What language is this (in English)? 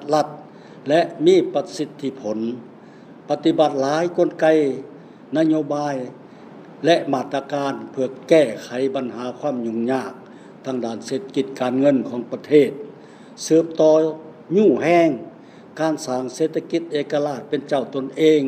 Lao